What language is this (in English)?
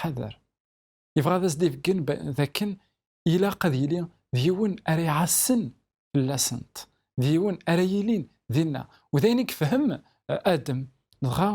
Kabyle